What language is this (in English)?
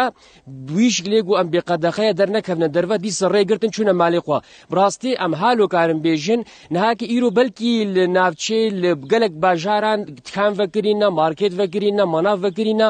Kurdish